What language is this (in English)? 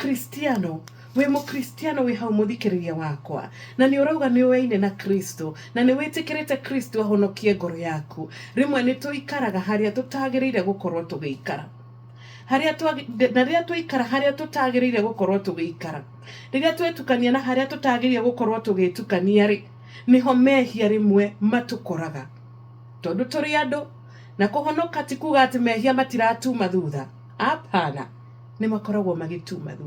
Kikuyu